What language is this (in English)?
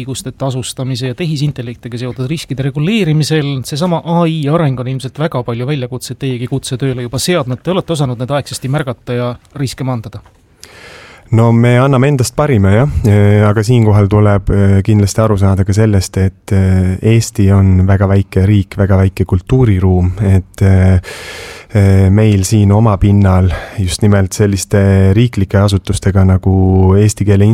Estonian